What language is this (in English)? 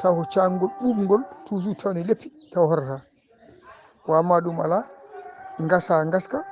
Fula